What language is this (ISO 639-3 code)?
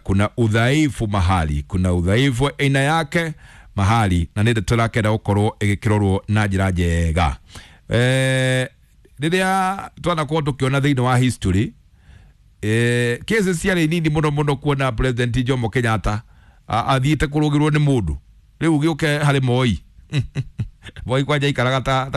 kik